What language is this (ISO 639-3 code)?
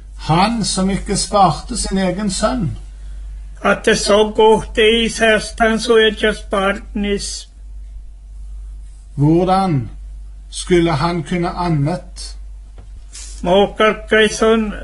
nor